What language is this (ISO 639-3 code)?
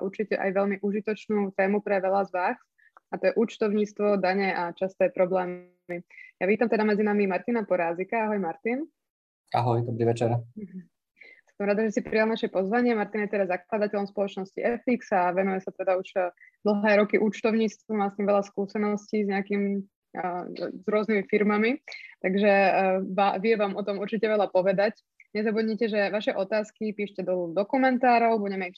slk